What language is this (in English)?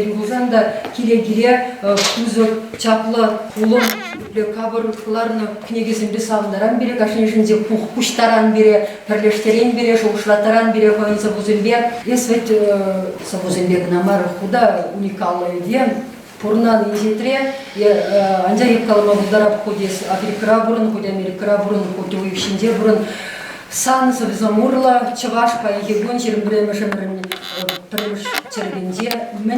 Chuvash